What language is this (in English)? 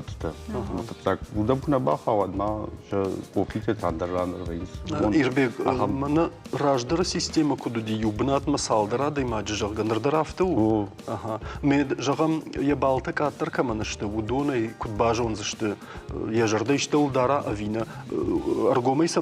Ossetic